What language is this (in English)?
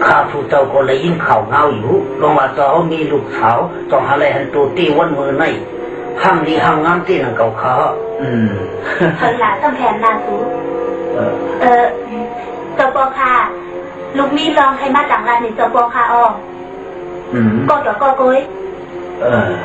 Shan